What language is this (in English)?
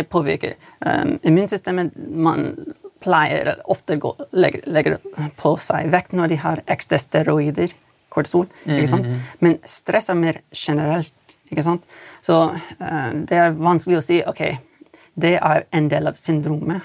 Norwegian